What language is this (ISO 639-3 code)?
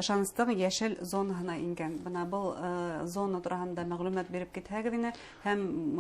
bak